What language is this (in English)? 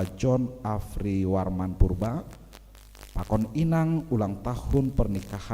Batak Simalungun